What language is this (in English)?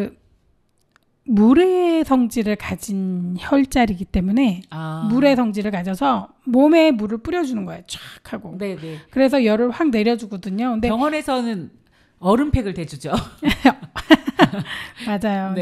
Korean